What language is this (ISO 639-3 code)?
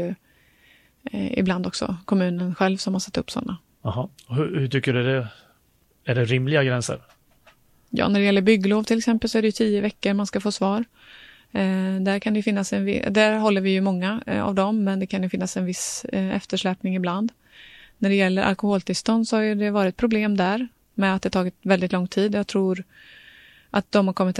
swe